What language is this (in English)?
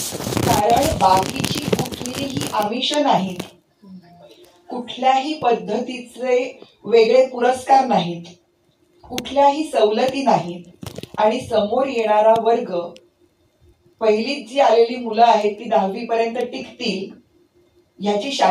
Marathi